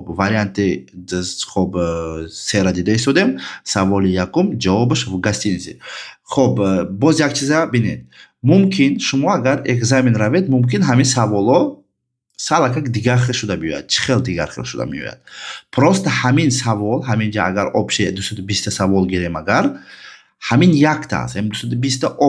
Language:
Tajik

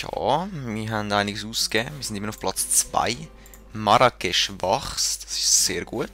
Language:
Swiss German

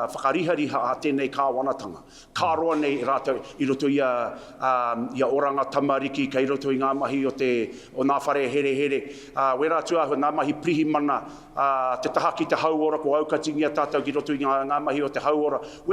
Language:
Māori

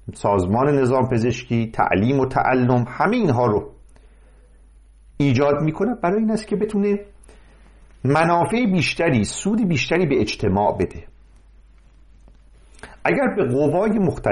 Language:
Persian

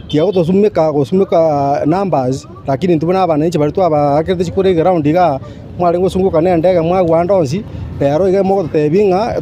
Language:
Gusii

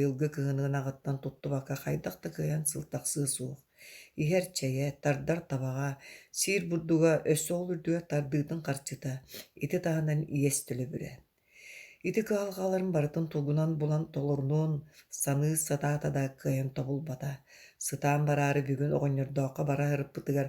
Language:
Yakut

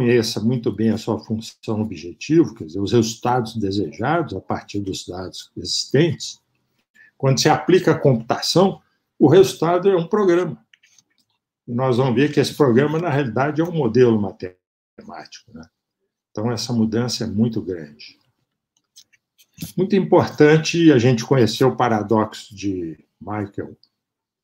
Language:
Portuguese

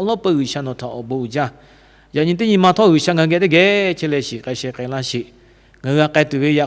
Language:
Lahu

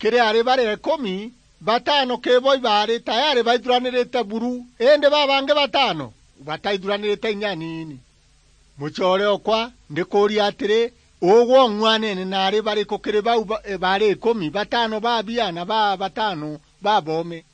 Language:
Meru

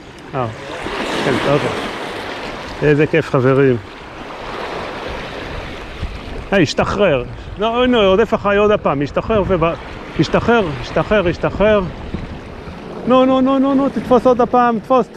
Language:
Hebrew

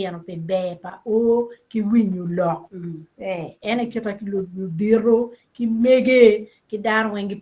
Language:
Acoli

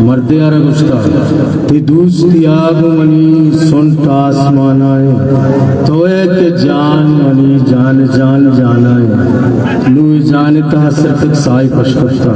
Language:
Eastern Balochi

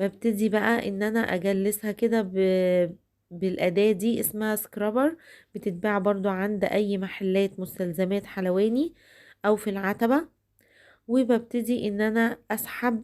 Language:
Egyptian Arabic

